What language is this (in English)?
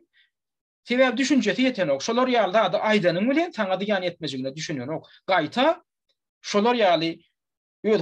Turkmen